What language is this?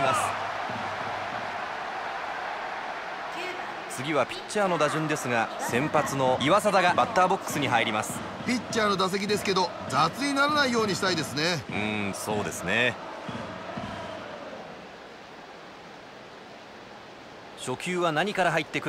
Japanese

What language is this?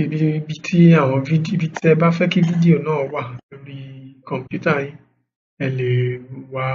Yoruba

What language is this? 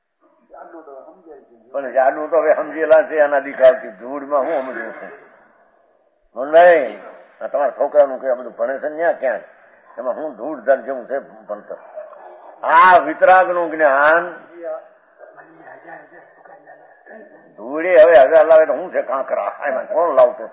Gujarati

